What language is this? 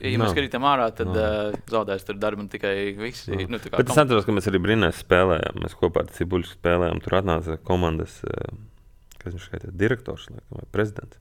Latvian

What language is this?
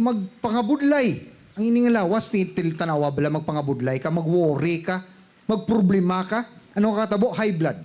Hiligaynon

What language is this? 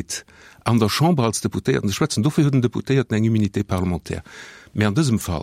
Luxembourgish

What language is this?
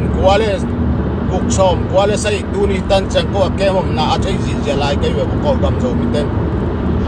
Tedim Chin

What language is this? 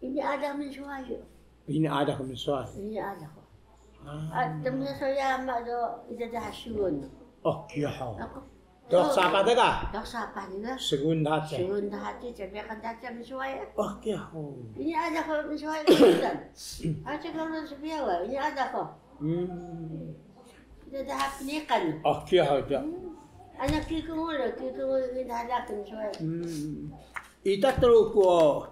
Taroko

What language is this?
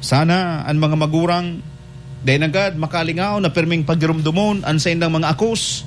Bikol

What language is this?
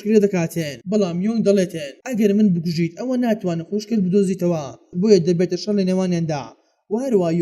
Central Kurdish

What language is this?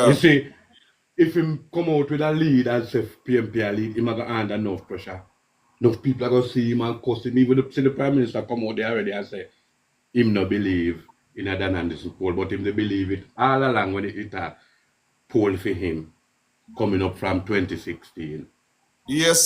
Jamaican Creole English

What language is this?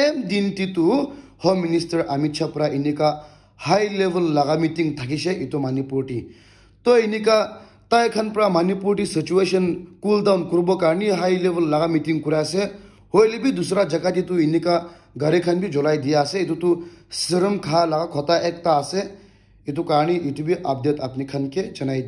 Naga Pidgin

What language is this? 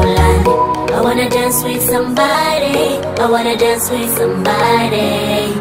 Swahili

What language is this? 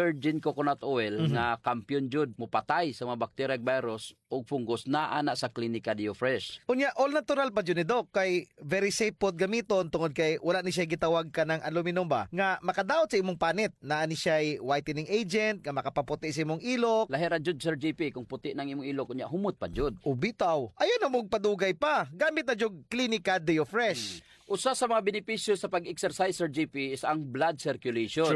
Cebuano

